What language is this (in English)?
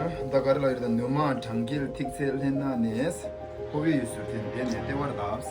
Tibetan